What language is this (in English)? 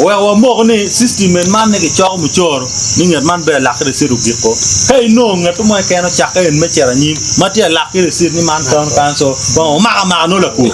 Acoli